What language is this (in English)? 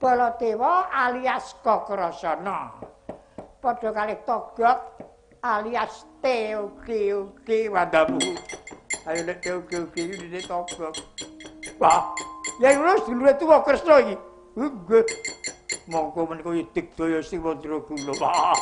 Javanese